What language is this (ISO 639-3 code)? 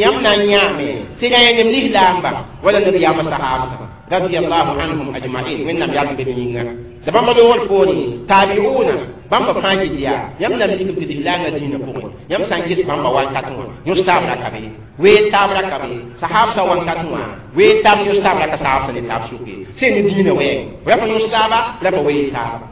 mos